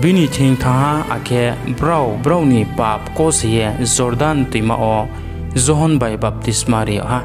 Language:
Riang (India)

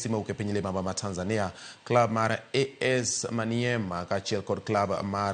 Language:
Luo (Kenya and Tanzania)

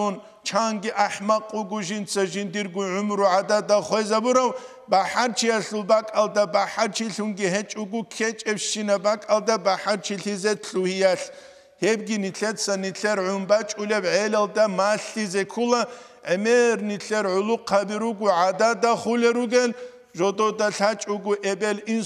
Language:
Avaric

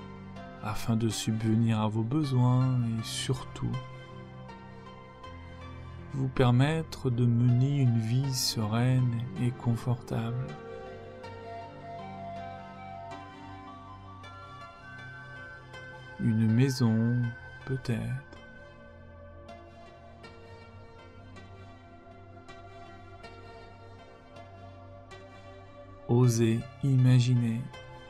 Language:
French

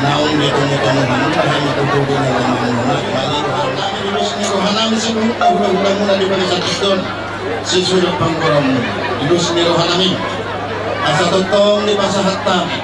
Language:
Batak Toba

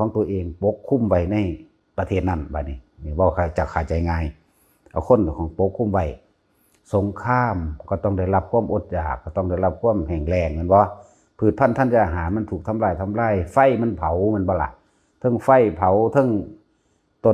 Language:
Northeastern Thai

